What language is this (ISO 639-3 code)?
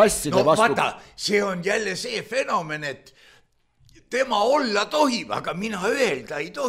est